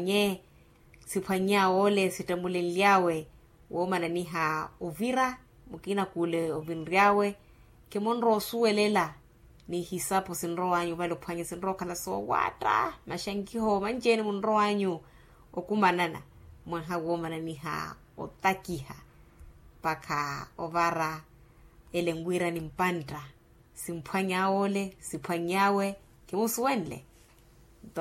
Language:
Makhuwa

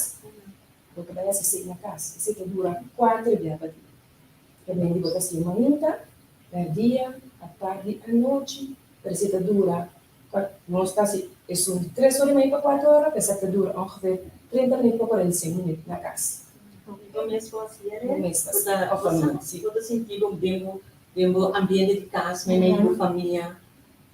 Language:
Papiamento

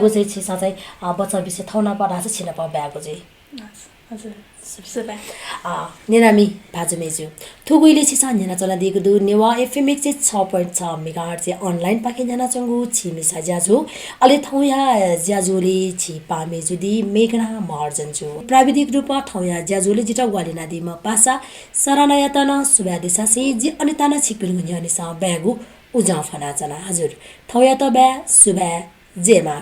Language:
Newari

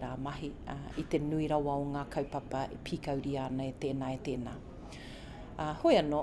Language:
Māori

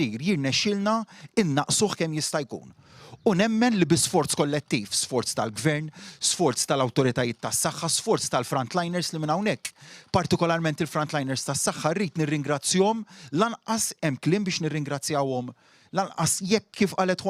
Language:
Maltese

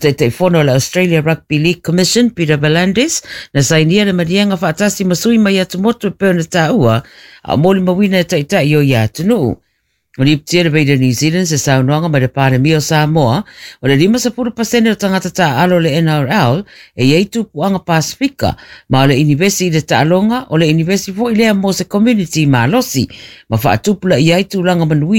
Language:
Samoan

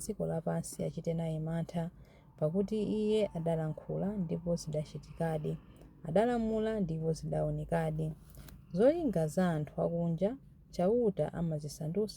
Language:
Nyanja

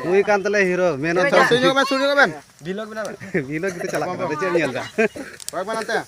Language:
Santali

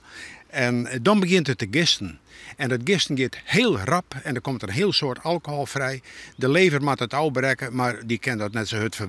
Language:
Western Frisian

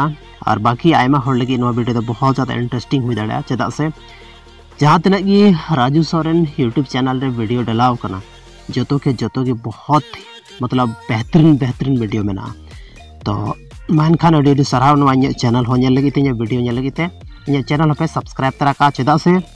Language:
Santali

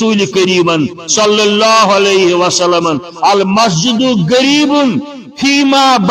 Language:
Kashmiri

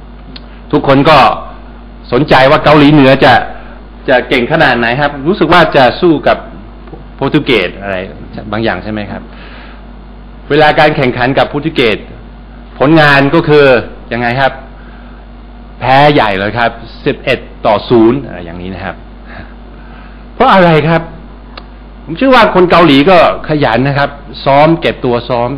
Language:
Thai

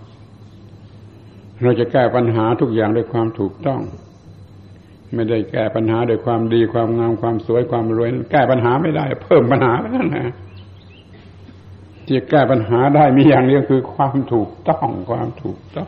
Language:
Thai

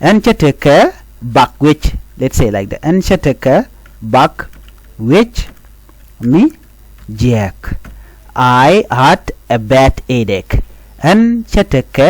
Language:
Nuer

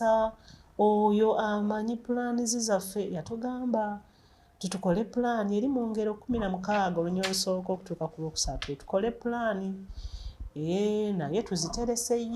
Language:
Ganda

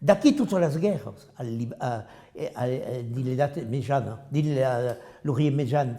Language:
Occitan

